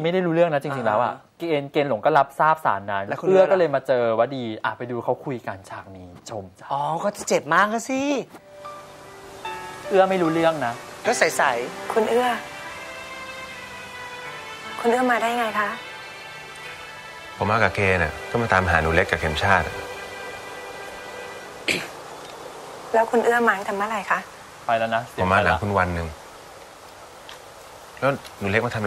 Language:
Thai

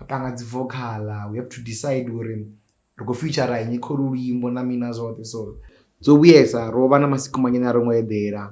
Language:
Venda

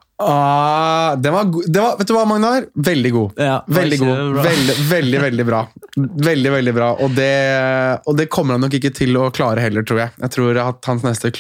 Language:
Norwegian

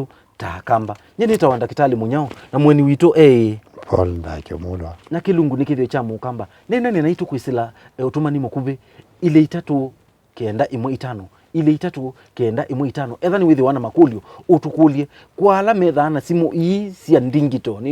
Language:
Kamba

